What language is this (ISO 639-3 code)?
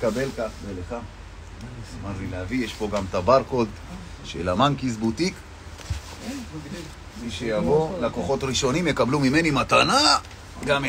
heb